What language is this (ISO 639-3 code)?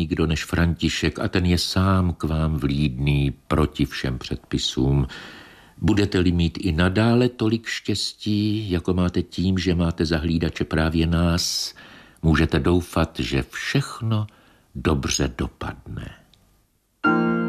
ces